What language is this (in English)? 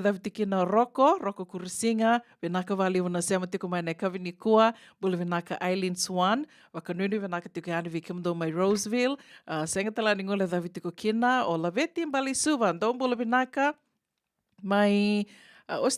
Fijian